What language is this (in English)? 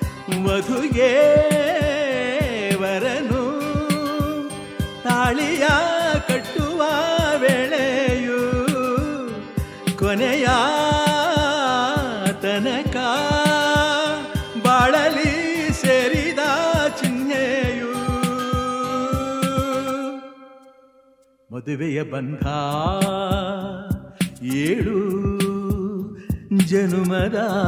Kannada